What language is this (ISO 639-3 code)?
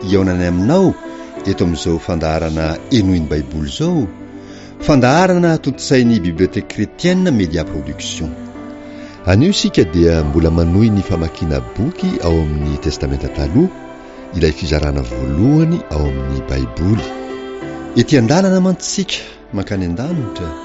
mlg